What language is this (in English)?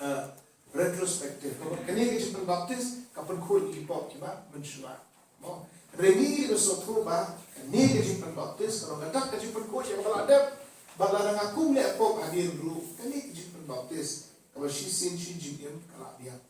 Khasi